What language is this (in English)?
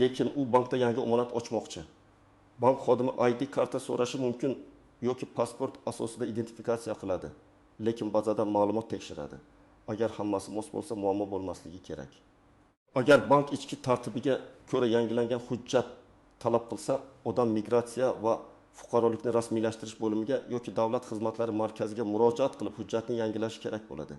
Uzbek